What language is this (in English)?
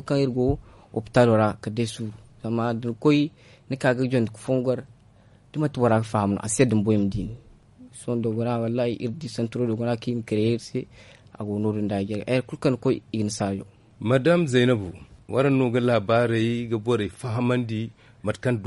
Zarma